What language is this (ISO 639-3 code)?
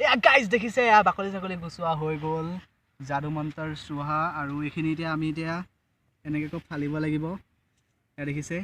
asm